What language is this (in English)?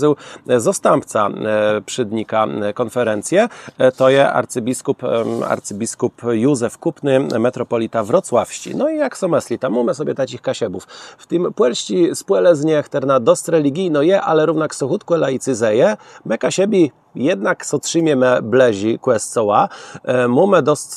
Kashubian